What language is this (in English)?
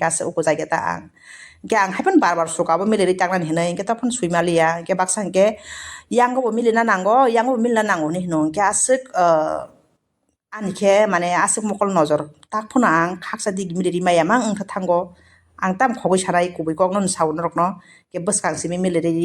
Kok Borok